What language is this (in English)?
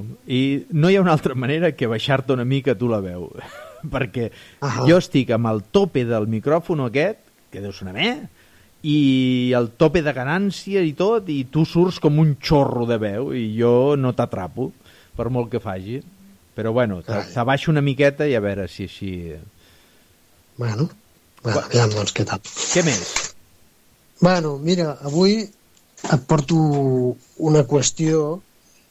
Catalan